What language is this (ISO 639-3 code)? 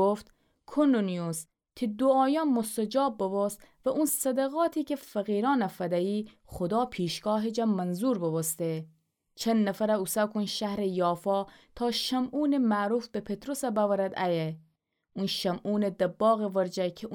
glk